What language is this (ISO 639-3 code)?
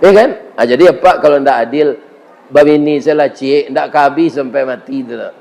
min